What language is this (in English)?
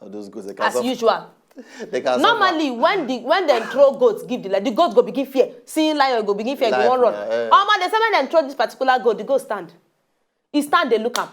Nigerian Pidgin